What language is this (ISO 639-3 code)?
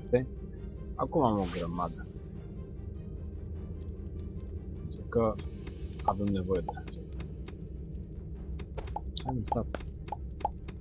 ron